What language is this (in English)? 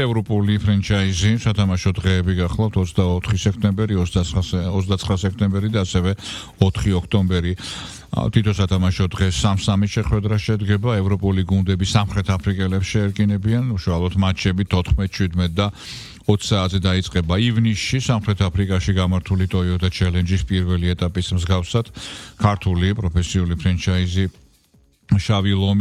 Georgian